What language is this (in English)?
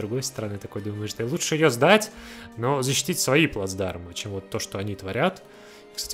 Russian